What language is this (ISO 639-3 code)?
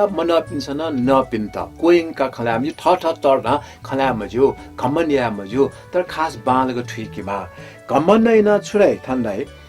new